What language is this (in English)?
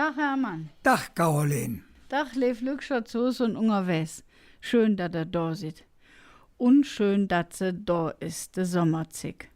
Colognian